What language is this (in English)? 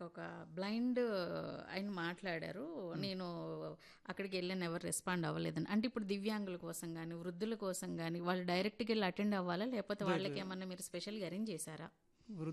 Telugu